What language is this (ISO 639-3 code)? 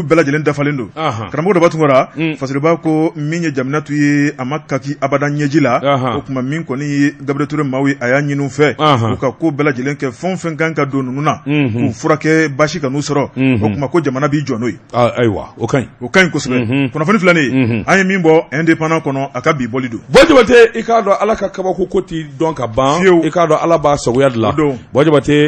bam